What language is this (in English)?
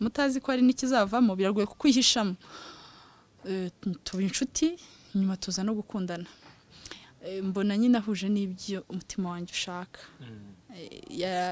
Kinyarwanda